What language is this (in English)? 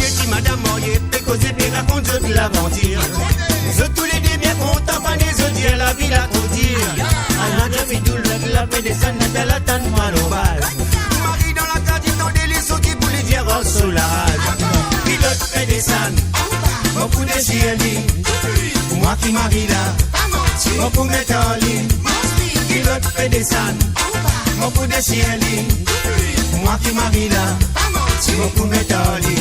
Morisyen